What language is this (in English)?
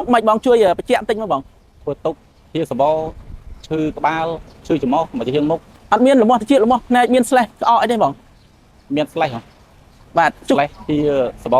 Khmer